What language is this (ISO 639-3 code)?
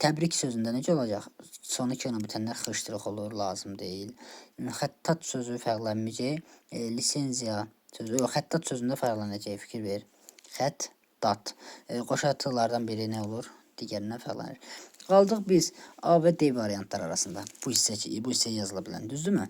aze